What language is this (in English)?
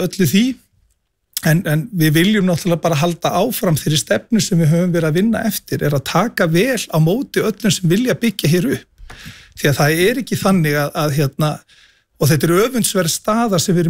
Icelandic